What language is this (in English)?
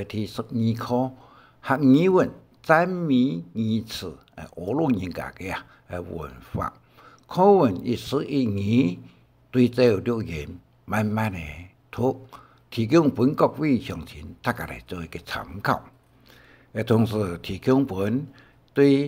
Hakka Chinese